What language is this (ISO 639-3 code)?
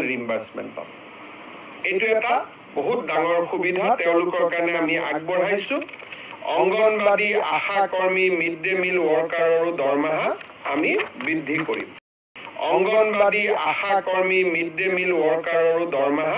asm